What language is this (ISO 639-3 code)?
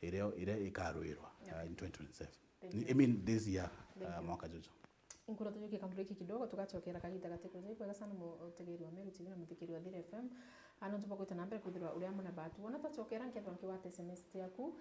mer